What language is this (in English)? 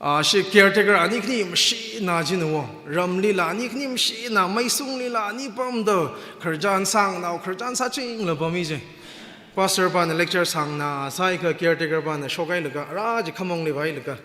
Tangkhul Naga (India)